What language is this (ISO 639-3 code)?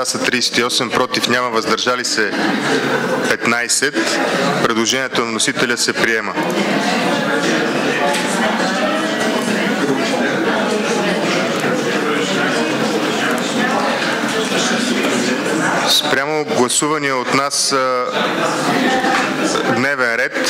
bul